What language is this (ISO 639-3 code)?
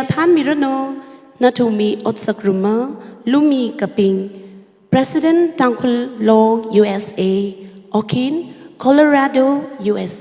nmf